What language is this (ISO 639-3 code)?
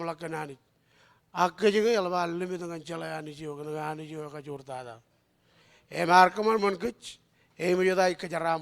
mah